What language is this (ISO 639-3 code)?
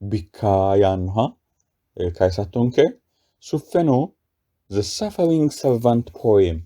sid